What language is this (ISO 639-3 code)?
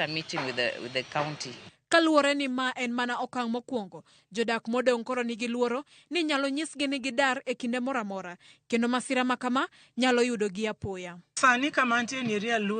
luo